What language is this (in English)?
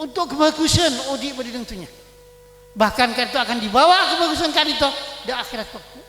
Madurese